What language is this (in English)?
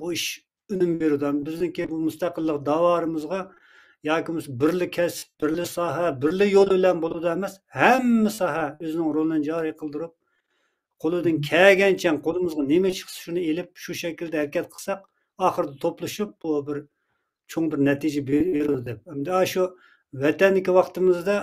Uyghur